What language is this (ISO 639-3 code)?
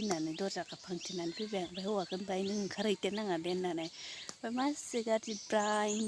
brx